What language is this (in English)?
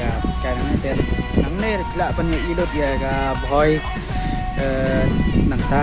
Khasi